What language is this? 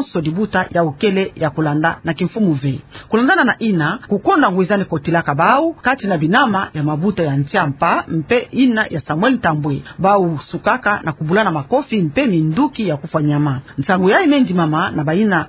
Kituba (Democratic Republic of Congo)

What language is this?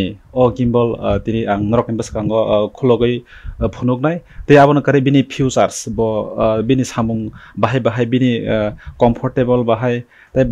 Kok Borok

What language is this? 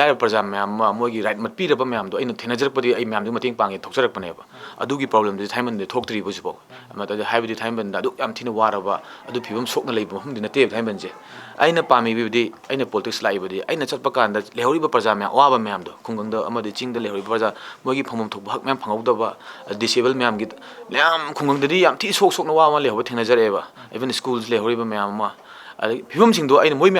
Manipuri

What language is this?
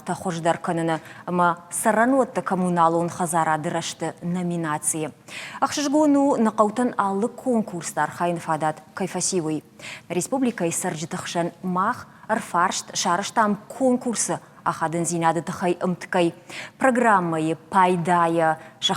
Ossetic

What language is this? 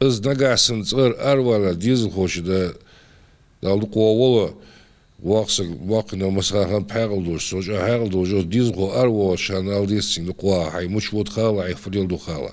Ingush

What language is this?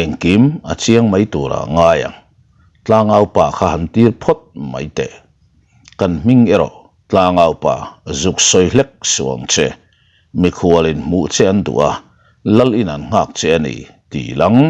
Mizo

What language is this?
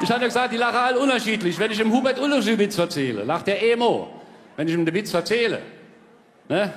Palatine German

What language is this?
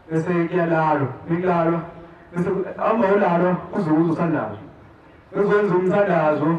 Zulu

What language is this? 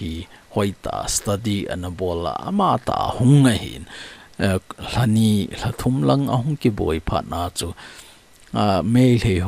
Thado Chin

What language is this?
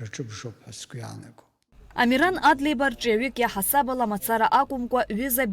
Abkhazian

